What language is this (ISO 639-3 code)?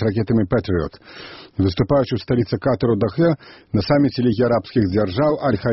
bel